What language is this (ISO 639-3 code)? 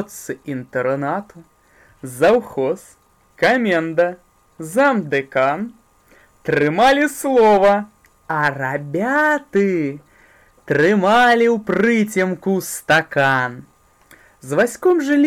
bel